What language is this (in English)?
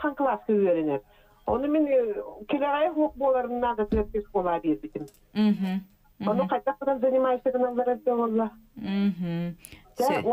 Yakut